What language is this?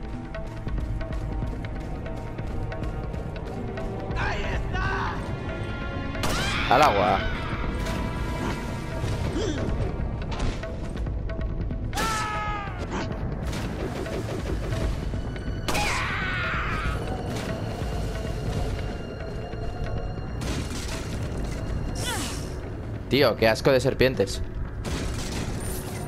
Spanish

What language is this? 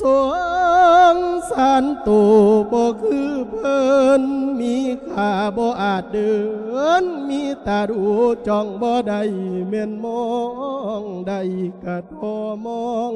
Lao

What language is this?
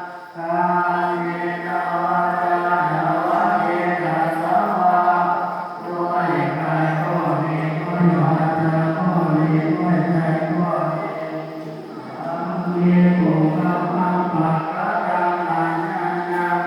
Pali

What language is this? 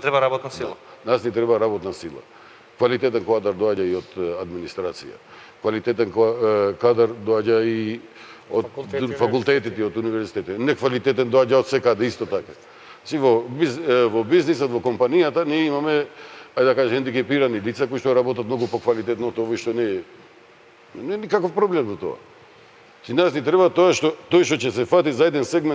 Macedonian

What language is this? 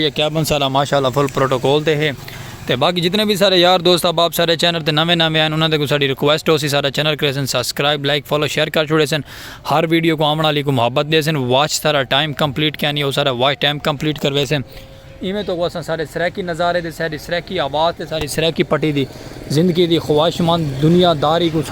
Saraiki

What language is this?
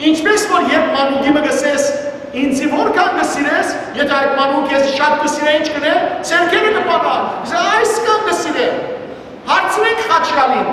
Western Armenian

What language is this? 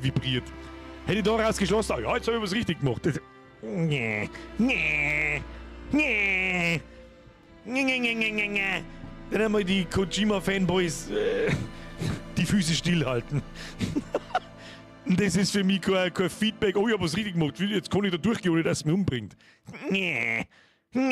Bavarian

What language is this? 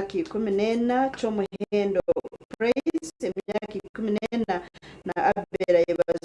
Nyankole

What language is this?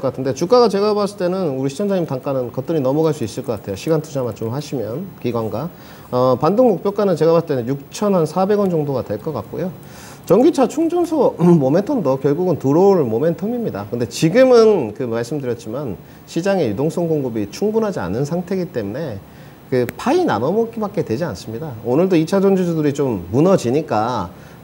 Korean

